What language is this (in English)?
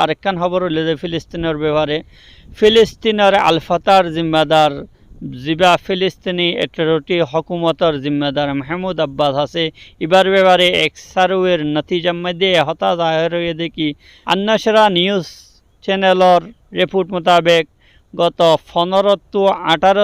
Rohingya